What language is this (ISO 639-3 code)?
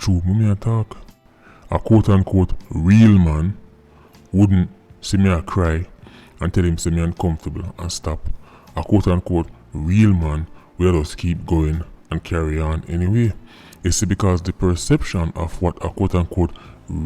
jam